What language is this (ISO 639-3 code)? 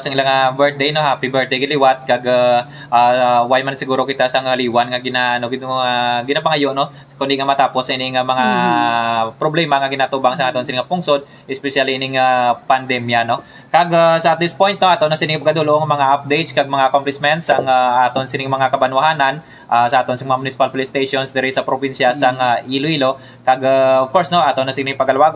hil